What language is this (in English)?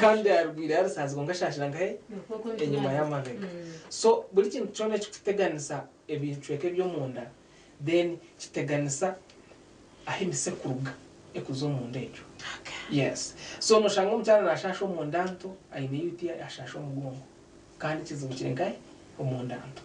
Nyankole